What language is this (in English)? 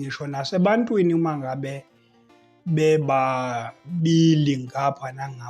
Zulu